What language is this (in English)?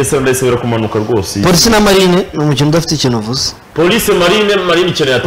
Kinyarwanda